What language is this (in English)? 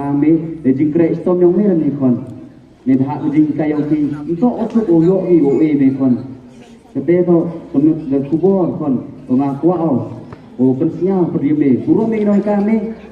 Khasi